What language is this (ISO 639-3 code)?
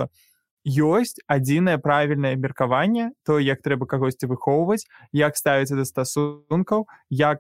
bel